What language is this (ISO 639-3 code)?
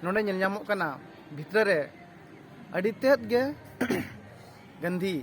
sat